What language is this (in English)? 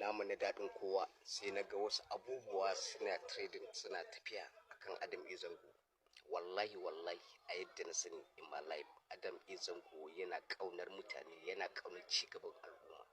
Hausa